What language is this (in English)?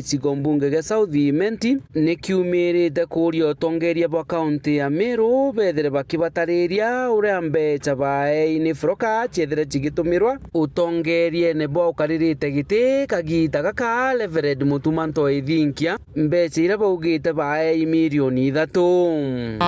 Meru